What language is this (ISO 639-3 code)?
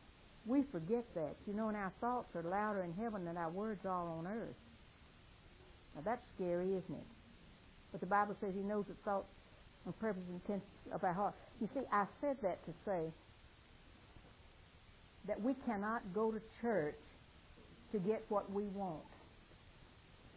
eng